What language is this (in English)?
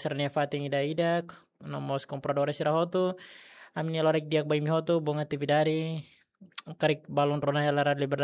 Tetum